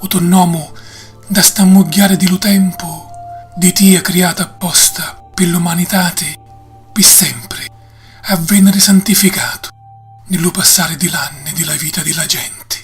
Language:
Sicilian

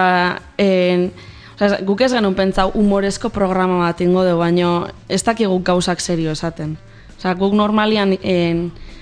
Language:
Basque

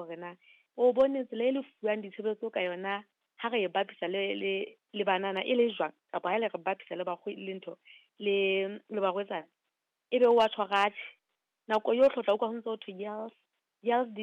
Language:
Southern Sotho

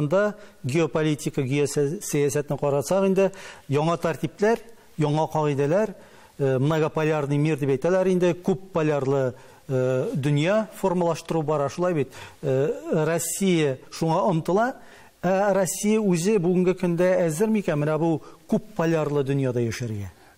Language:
Tatar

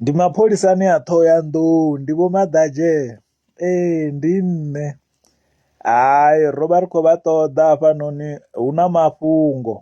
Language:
Venda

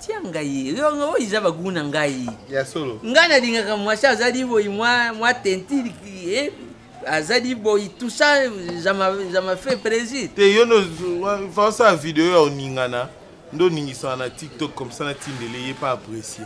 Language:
Lingala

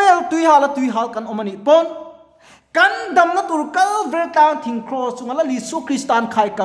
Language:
Mizo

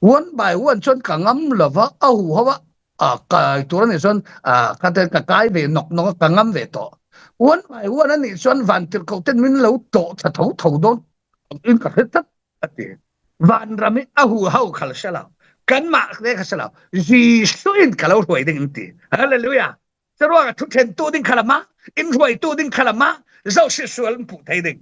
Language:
Falam Chin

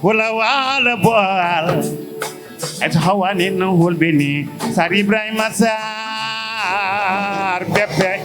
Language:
Fula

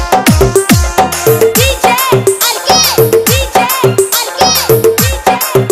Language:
Santali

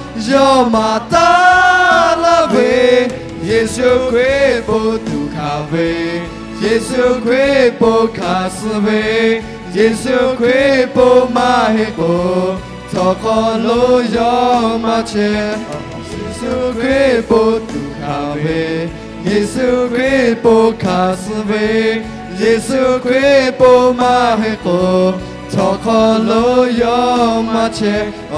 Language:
Lahu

